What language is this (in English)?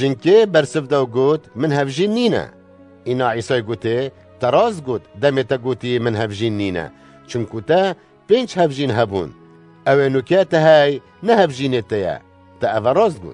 Kurdish